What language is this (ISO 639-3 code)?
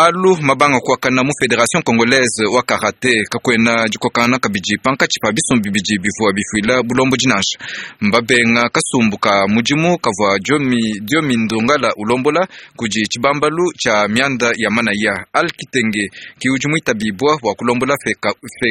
lua